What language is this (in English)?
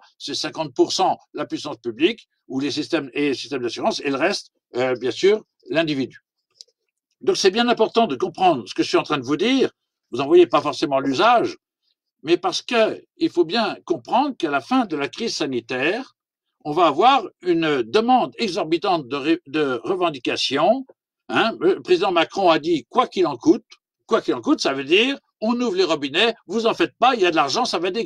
French